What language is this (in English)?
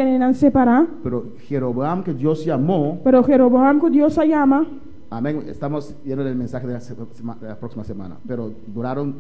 Papiamento